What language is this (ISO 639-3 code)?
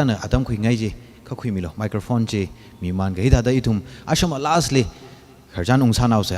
nmf